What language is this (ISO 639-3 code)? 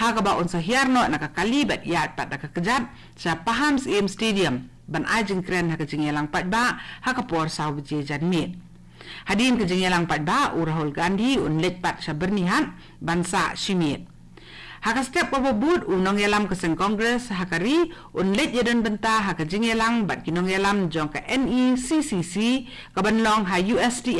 kha